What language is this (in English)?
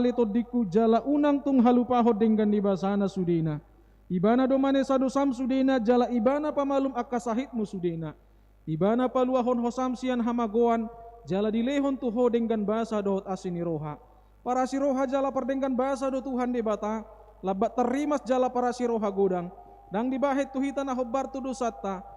Batak Toba